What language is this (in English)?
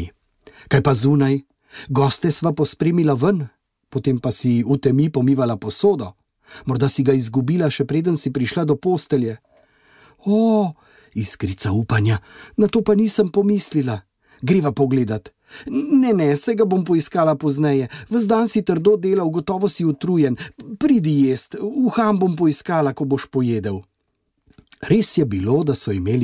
Slovenian